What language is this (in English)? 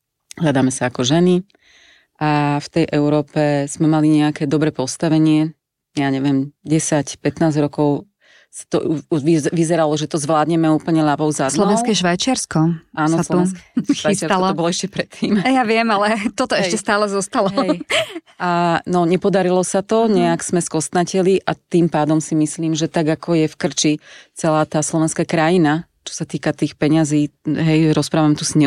Slovak